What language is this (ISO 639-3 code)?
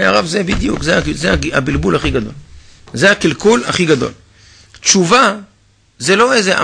heb